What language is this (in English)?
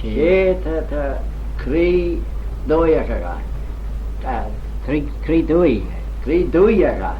Manx